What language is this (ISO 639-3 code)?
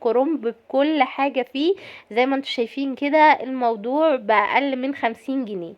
arz